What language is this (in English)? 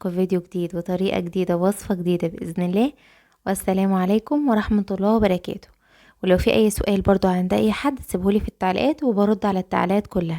Egyptian Arabic